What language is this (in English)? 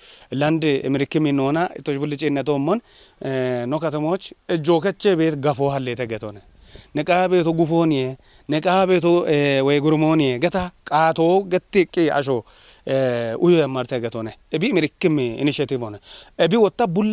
Kafa